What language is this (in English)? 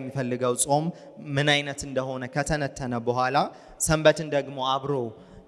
Amharic